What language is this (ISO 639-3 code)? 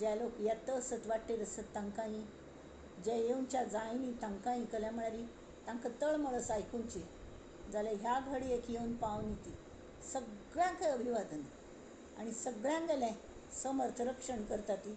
kok